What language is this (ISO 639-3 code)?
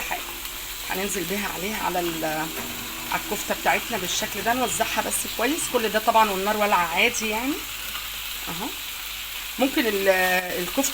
arz